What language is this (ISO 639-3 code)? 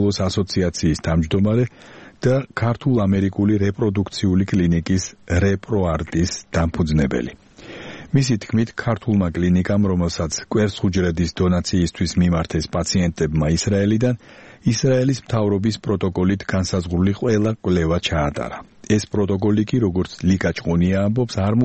kat